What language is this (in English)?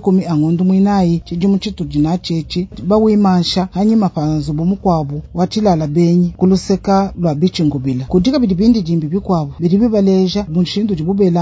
Luba-Lulua